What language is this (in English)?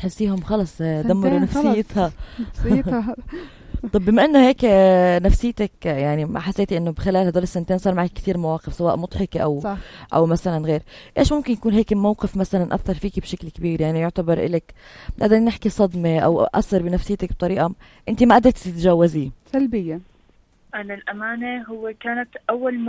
North Levantine Arabic